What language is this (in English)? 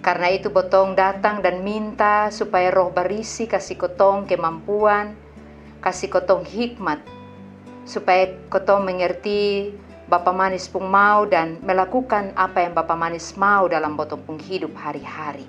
Kupang Malay